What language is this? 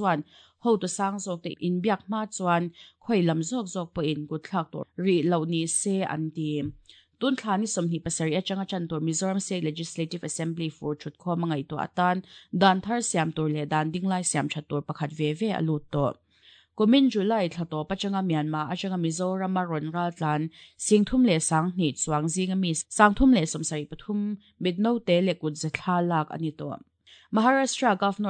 Mizo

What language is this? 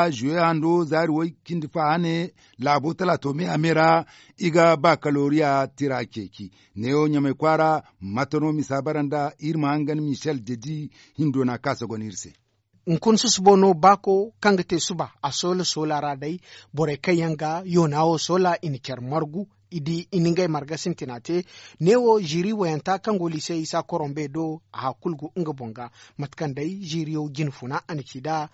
Zarma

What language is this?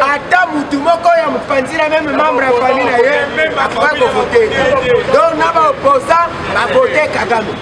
Lingala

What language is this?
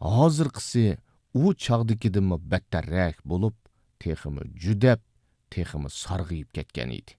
Uyghur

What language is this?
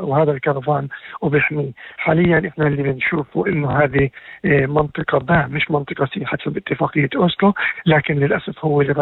North Levantine Arabic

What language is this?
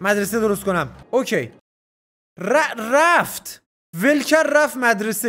Persian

